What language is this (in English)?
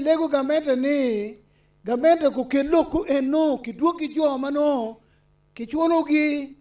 Acoli